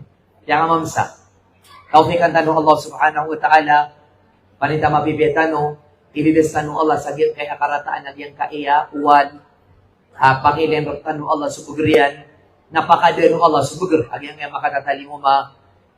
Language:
Maranao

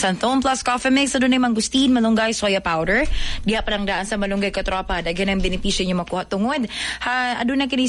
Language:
Cebuano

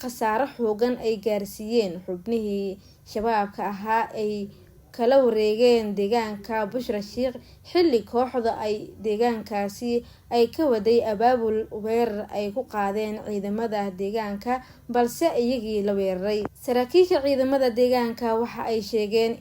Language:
Somali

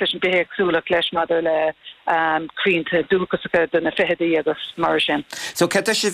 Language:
Irish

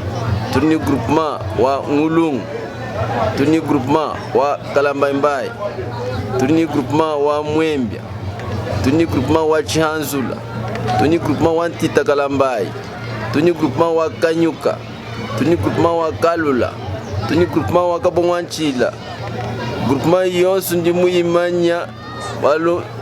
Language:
Luba-Lulua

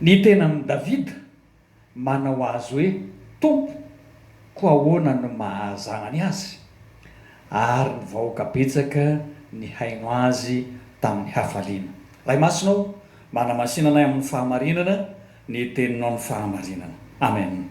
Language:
Malagasy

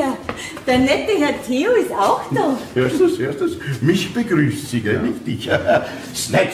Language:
Bavarian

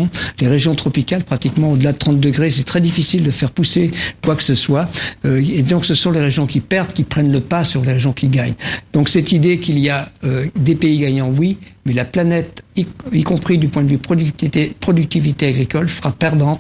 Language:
French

